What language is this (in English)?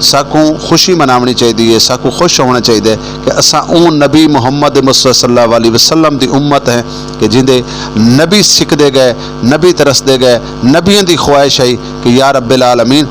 Saraiki